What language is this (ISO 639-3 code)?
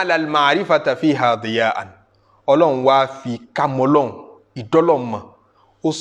yor